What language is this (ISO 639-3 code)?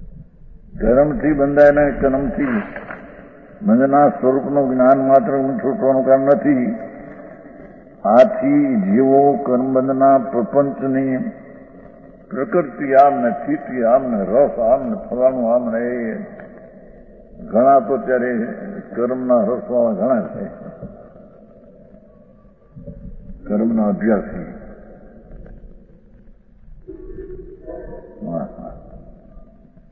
guj